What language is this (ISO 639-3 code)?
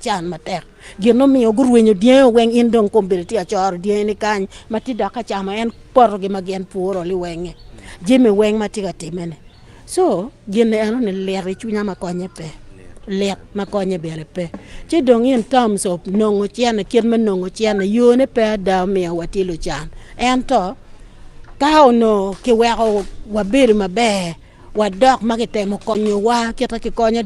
ach